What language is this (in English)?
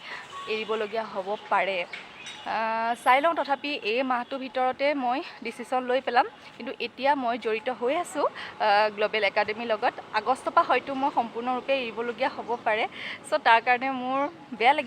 Assamese